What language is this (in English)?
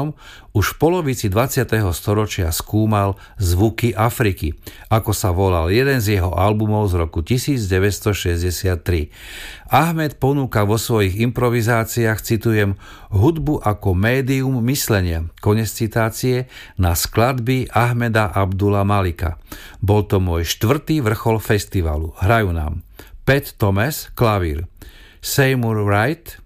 Slovak